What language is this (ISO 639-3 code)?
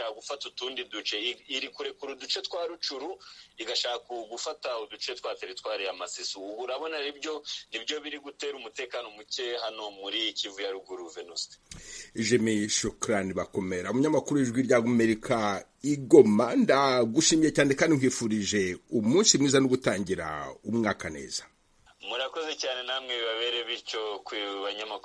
kin